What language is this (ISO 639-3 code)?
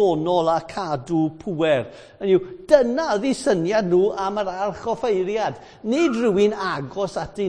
cym